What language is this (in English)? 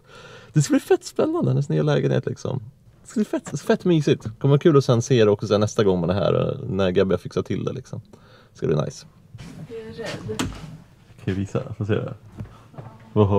Swedish